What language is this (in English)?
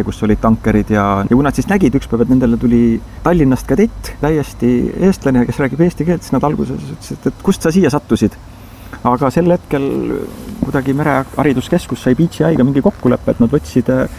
Estonian